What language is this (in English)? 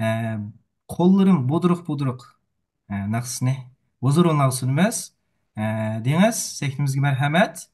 Uyghur